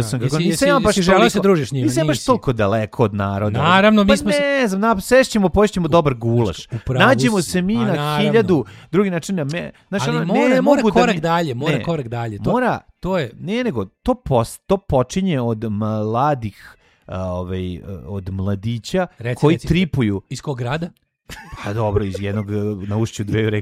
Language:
Serbian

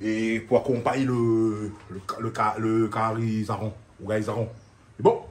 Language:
Réunion Creole French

